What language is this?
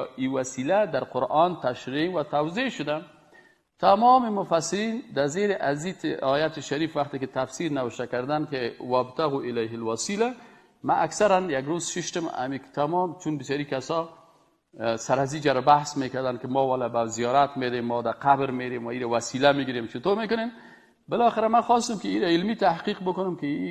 Persian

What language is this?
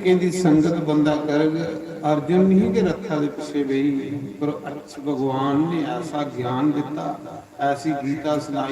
Dogri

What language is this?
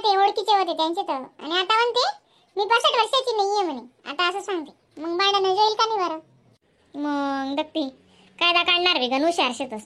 Khandesi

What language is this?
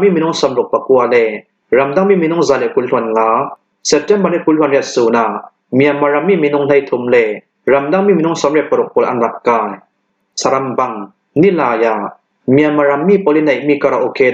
Hakha Chin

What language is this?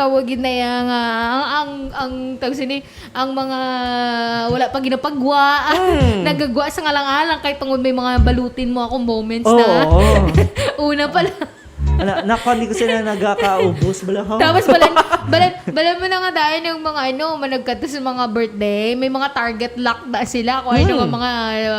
Hiligaynon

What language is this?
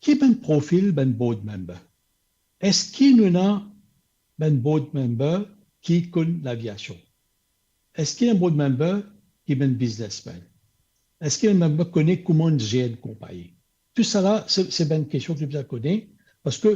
Morisyen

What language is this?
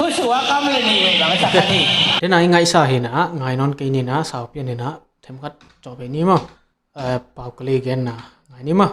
Tedim Chin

